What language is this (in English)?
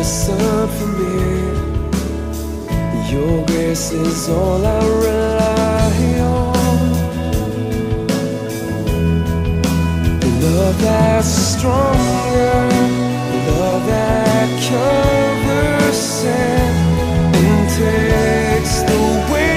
English